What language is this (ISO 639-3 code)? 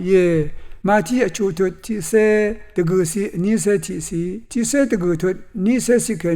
raw